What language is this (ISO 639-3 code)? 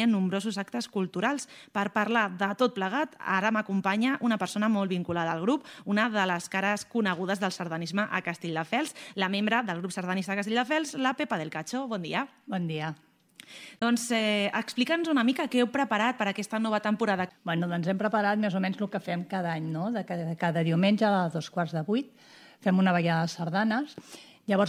cat